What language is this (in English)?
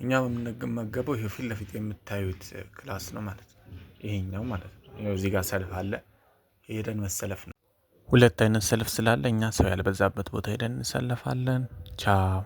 Amharic